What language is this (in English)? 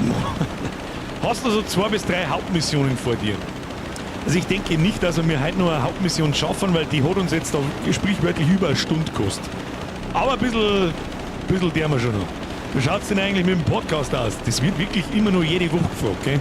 Bavarian